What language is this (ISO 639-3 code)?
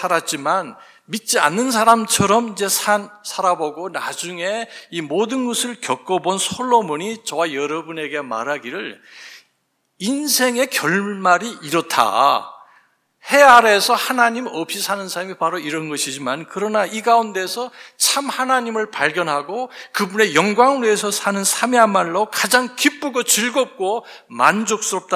kor